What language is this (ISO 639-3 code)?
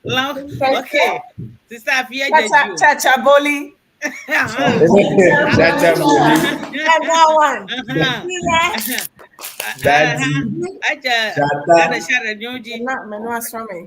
ewe